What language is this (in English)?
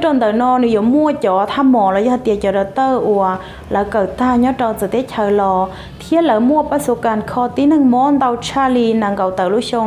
Hmong